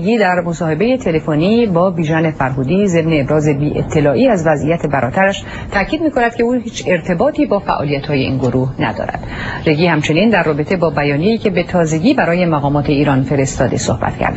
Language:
Eastern Balochi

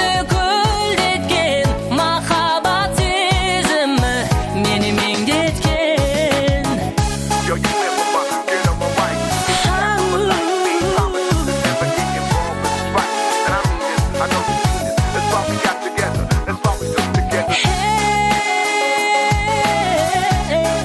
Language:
Kazakh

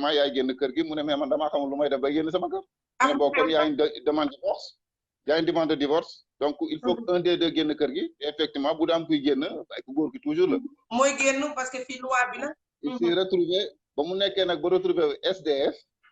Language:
Wolof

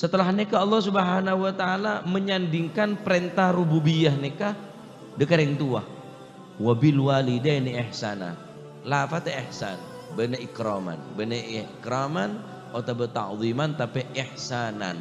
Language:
Madurese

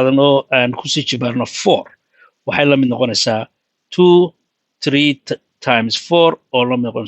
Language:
Somali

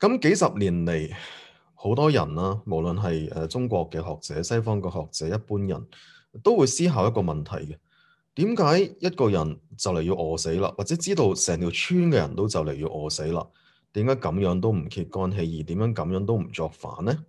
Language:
Cantonese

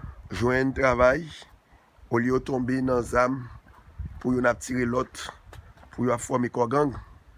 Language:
Haitian Creole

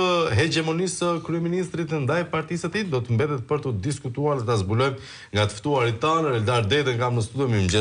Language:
Albanian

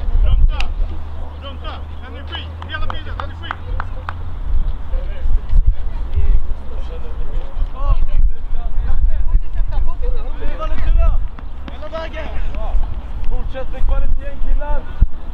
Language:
Swedish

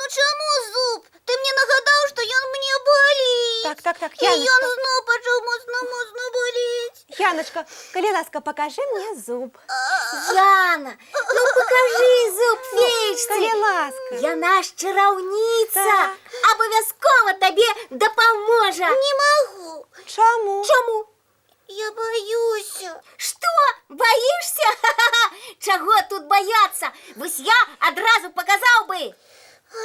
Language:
Belarusian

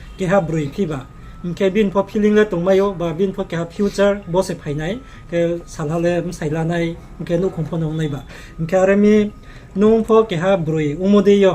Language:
Riang (India)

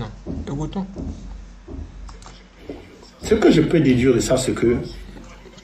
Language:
French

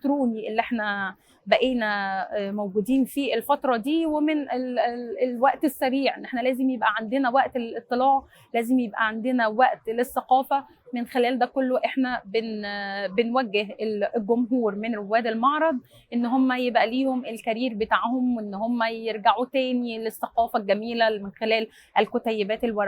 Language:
Egyptian Arabic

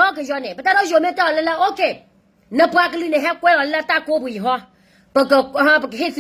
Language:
S'gaw Karen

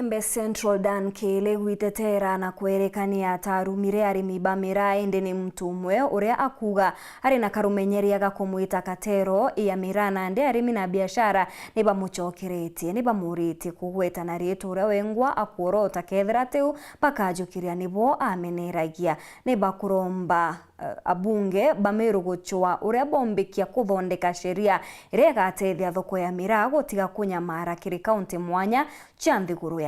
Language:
Meru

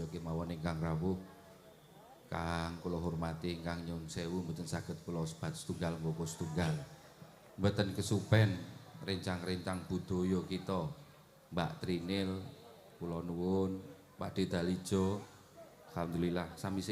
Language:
Javanese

